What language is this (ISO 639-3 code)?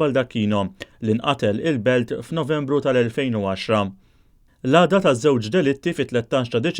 mlt